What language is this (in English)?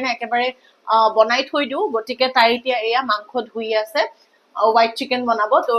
Assamese